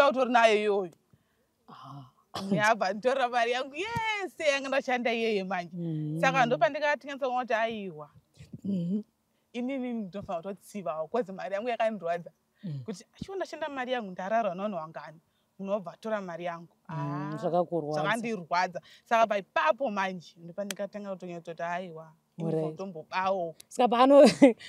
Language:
Shona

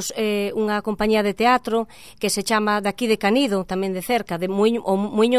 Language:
Galician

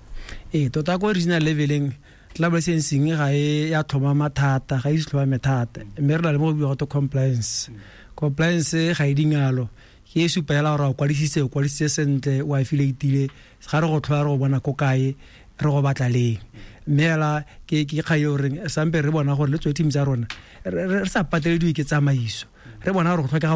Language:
Tswana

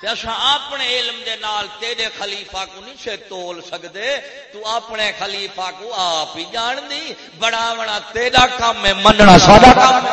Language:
Saraiki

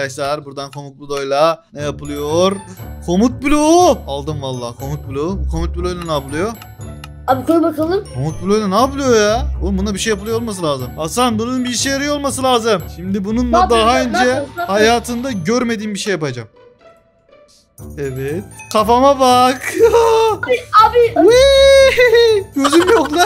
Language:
Turkish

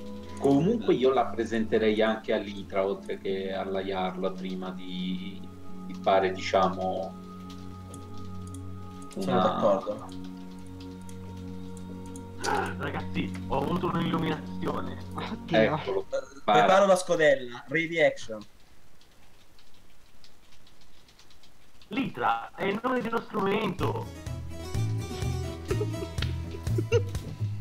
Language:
Italian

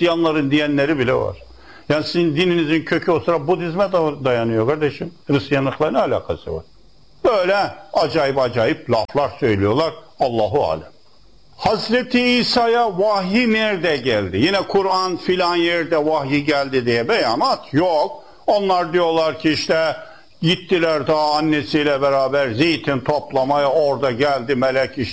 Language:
Turkish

